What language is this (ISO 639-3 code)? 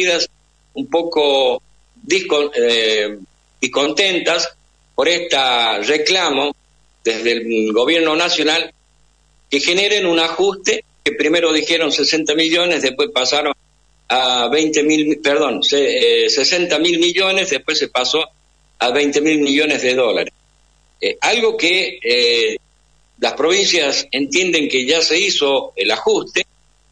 spa